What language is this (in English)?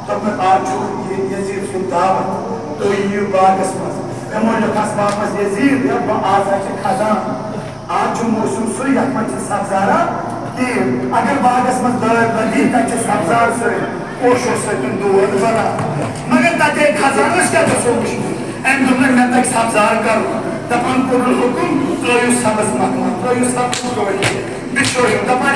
Kashmiri